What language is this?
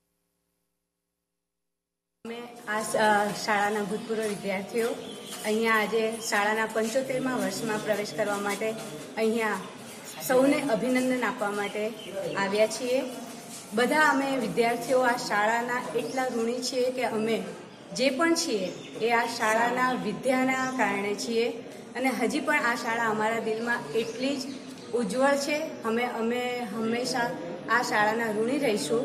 Gujarati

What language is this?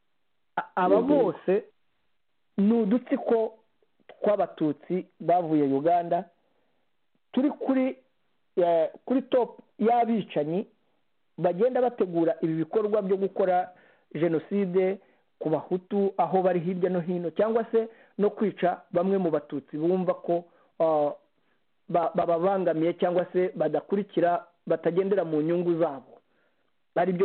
Kinyarwanda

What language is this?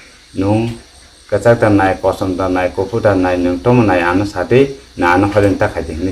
Kok Borok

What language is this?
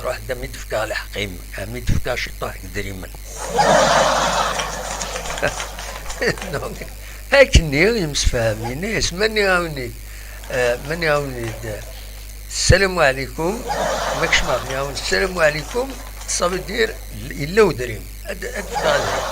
Kabyle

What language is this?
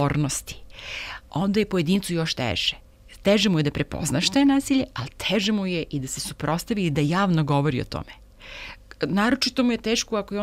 Serbian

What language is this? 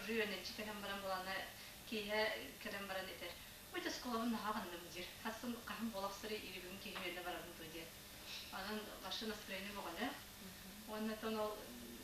Yakut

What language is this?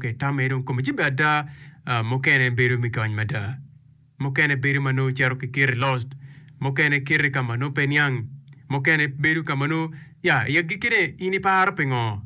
Acoli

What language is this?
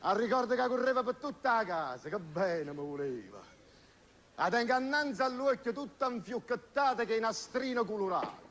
Neapolitan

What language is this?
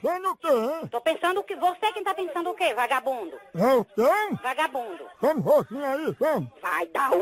Portuguese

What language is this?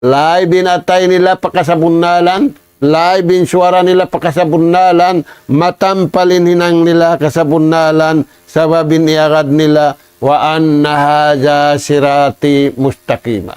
Tausug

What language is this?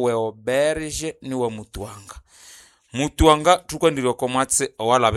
Nande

